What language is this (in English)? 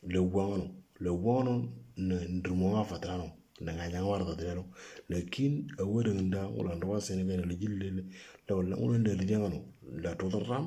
Moro